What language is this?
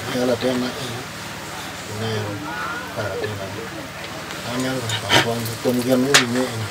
Acoli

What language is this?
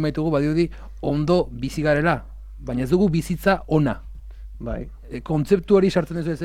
Basque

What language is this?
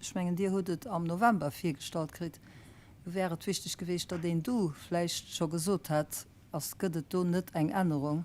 Luxembourgish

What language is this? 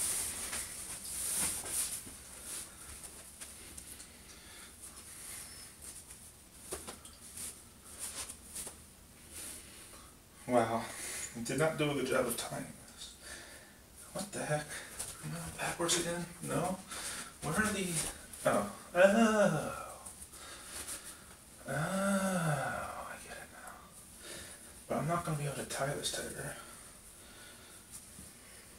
English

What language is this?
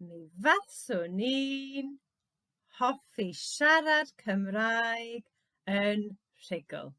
Welsh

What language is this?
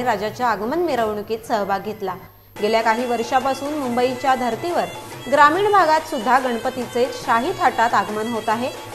Marathi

